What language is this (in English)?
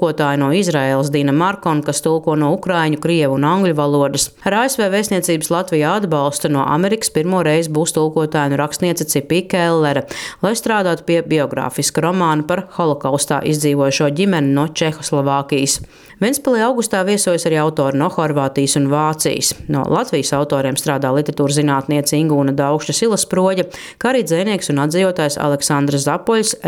Latvian